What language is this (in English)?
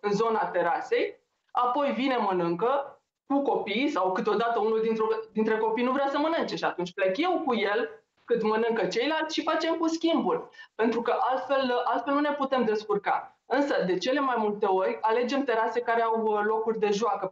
Romanian